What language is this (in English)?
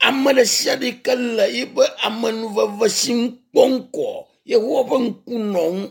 Ewe